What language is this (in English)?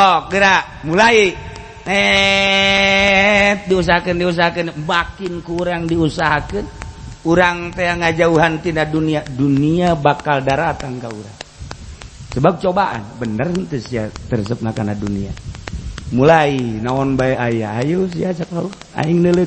Sundanese